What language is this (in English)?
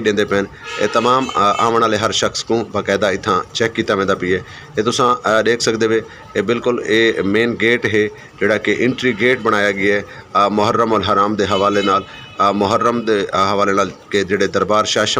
Saraiki